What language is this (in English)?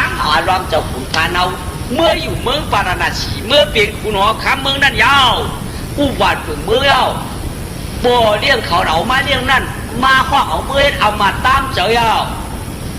Shan